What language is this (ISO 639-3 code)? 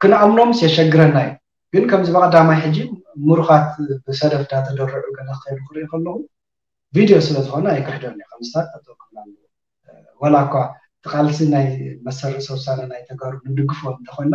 tir